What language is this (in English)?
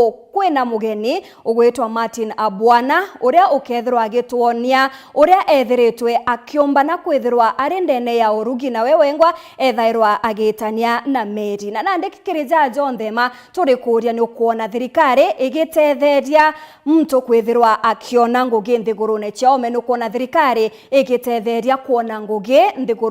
Meru